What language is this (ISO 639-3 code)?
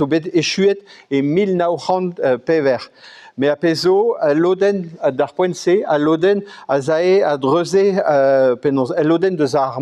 bre